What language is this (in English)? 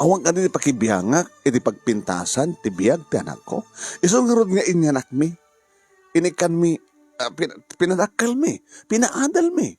Iloko